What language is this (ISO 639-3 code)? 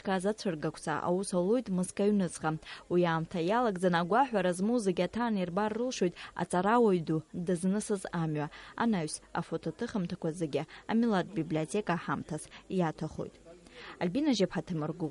abk